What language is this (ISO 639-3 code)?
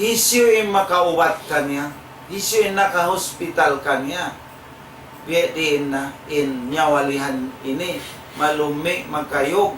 tsg